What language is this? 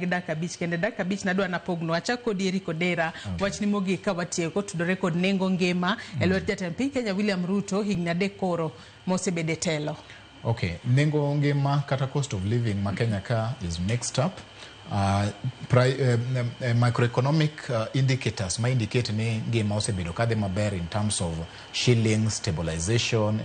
Luo (Kenya and Tanzania)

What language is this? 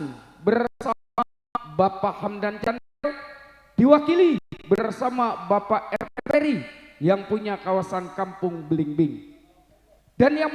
Betawi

